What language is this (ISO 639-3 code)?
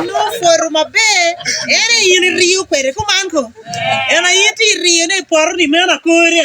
ach